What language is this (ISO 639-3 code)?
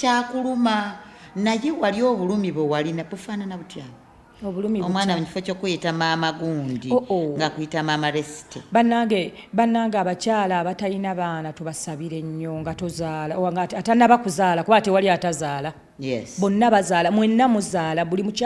lug